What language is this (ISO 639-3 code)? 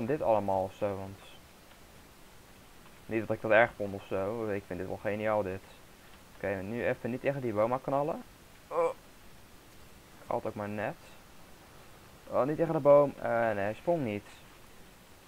nld